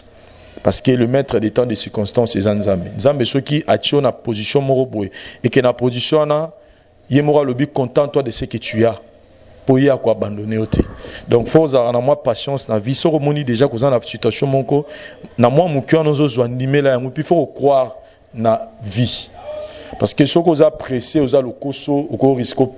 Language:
Lingala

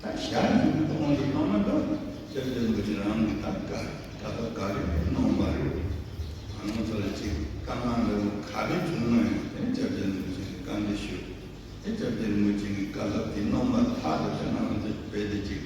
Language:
Tibetan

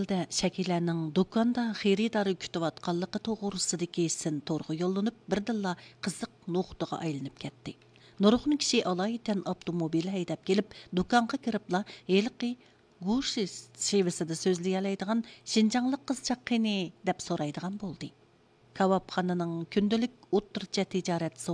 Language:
Uyghur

